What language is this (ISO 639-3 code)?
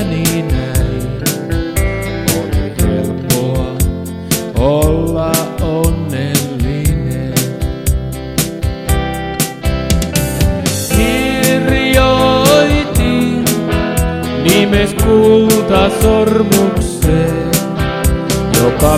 fin